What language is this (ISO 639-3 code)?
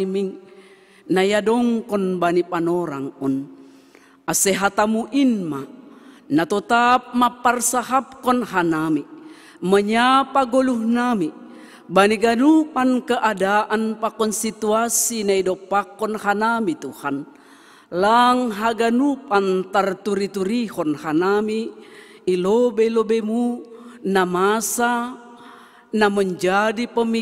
bts